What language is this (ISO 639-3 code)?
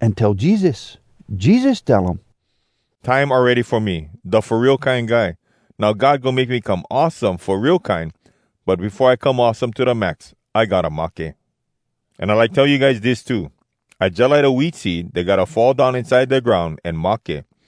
hwc